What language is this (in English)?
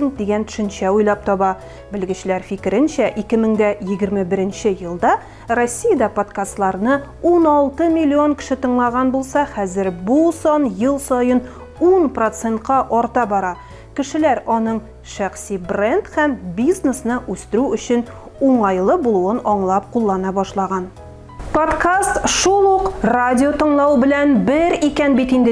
Tatar